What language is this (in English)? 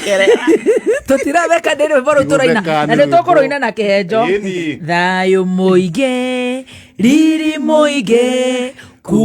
Kikuyu